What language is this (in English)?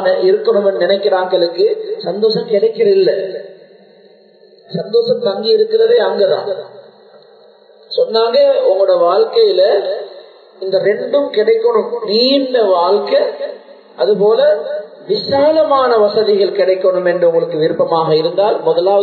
Tamil